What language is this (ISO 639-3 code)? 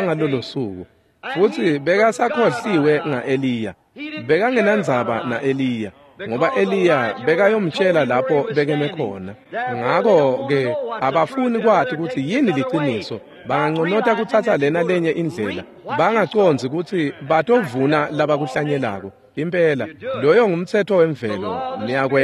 ssw